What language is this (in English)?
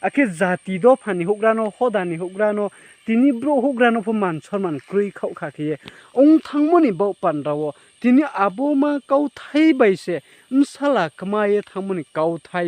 Riang (India)